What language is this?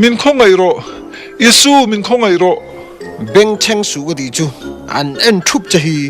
Mizo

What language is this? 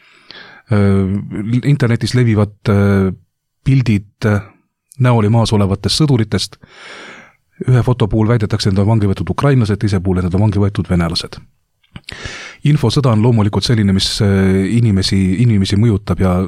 Estonian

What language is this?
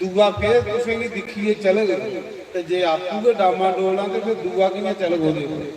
Dogri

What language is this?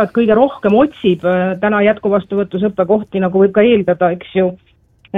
Estonian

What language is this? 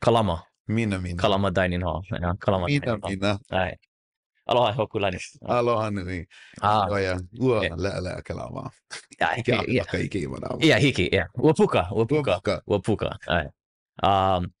Hawaiian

